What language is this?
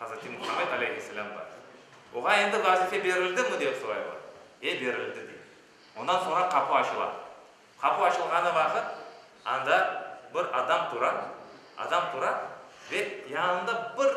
Crimean Tatar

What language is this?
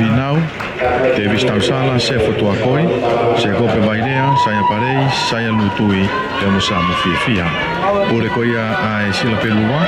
Tongan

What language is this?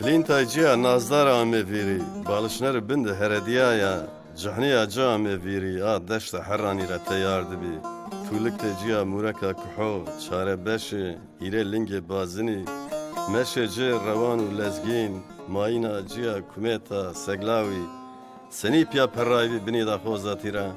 Zaza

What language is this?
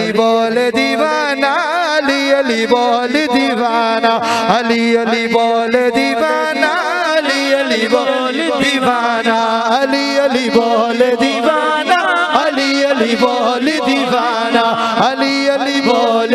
Sindhi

